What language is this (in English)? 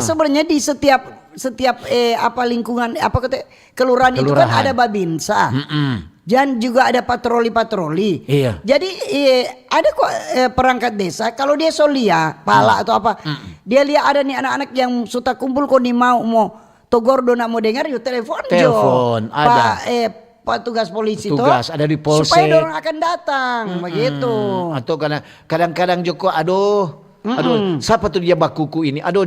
Manado Malay